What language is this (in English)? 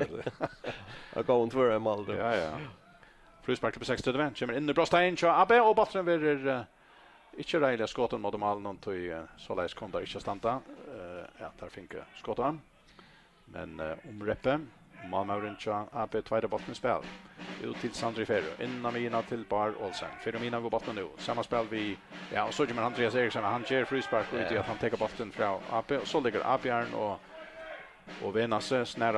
Faroese